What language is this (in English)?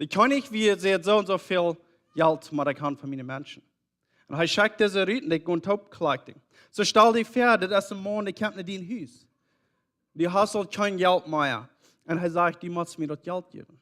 Plautdietsch